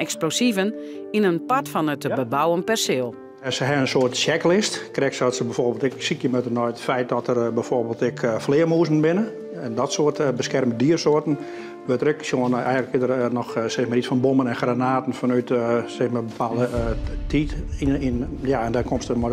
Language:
Western Frisian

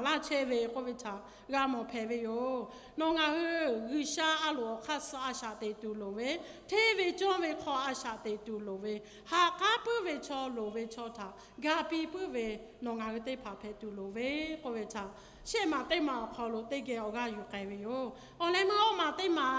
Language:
Lahu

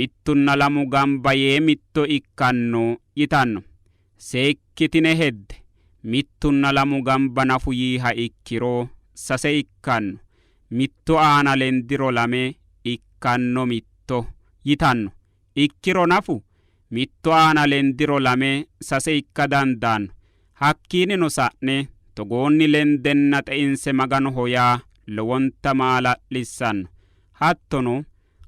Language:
Sidamo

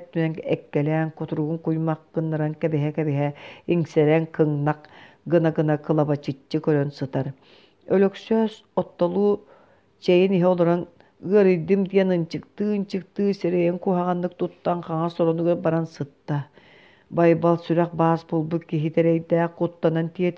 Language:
Yakut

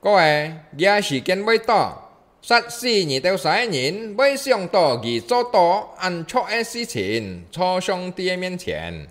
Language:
Hakka Chinese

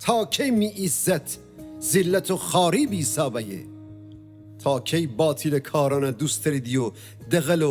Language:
Gilaki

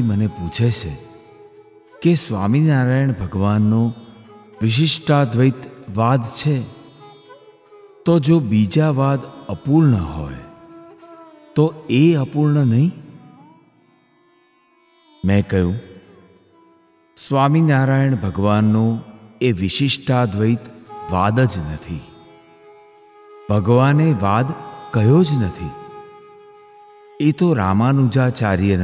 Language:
Gujarati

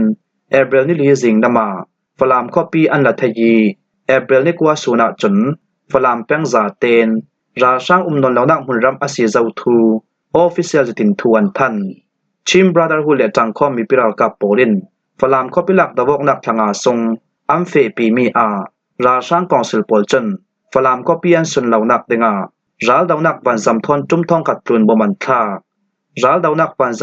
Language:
Falam Chin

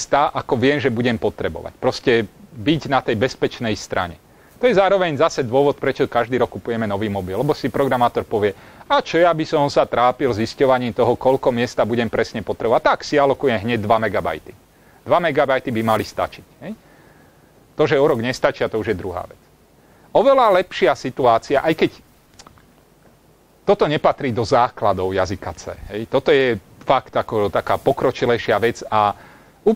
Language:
Slovak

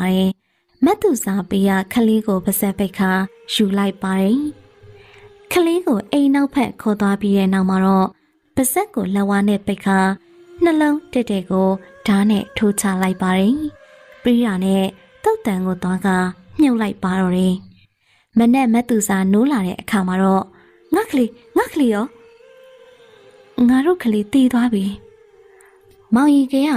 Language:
Burmese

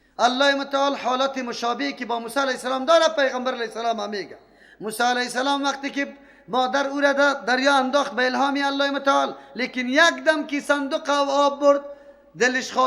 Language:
Persian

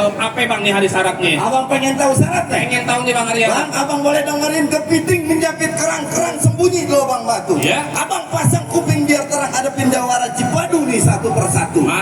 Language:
Betawi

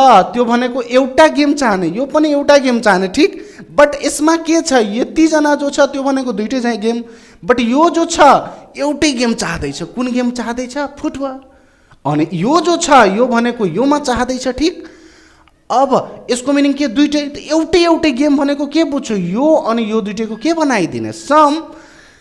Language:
Nepali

